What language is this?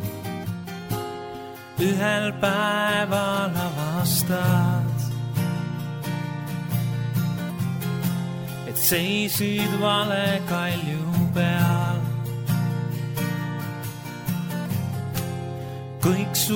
Estonian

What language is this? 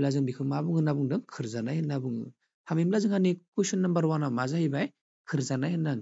Bodo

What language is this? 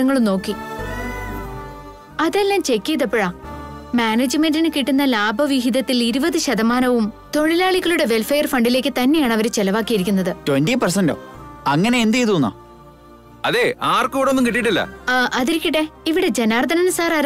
Malayalam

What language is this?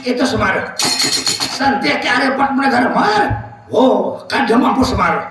Banjar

